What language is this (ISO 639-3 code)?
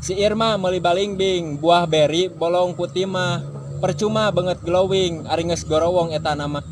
sun